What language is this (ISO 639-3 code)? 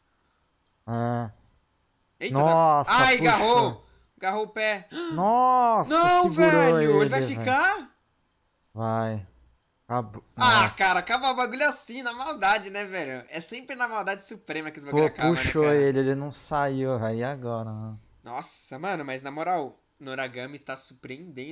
por